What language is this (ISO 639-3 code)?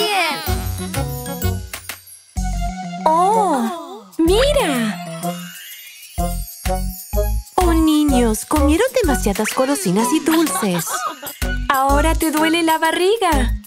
spa